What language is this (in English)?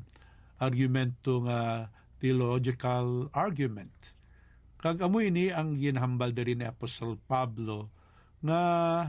Hiligaynon